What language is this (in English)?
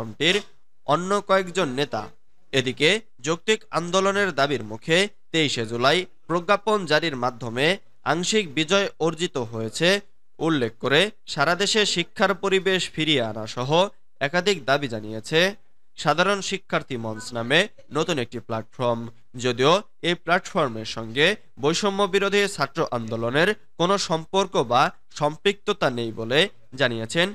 Bangla